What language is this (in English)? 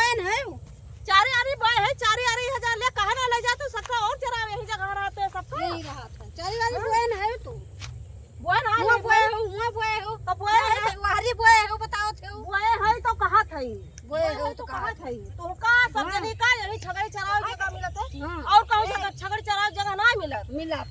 Awadhi